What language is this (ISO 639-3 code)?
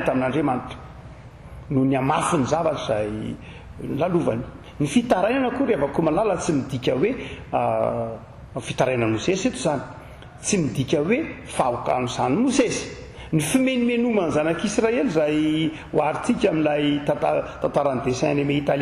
mlg